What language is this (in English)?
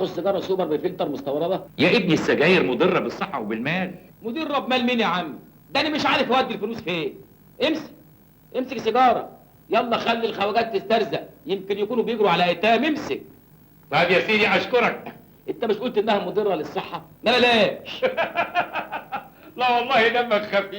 Egyptian Arabic